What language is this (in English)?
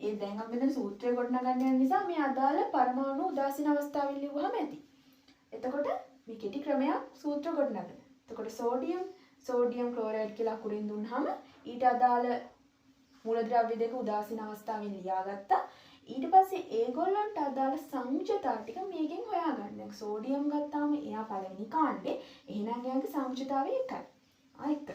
Sinhala